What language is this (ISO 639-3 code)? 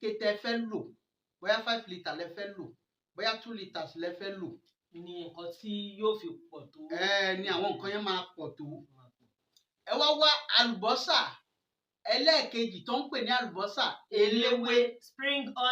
yor